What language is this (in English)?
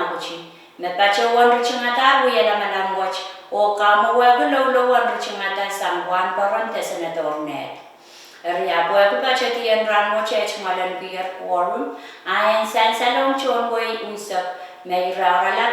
Pohnpeian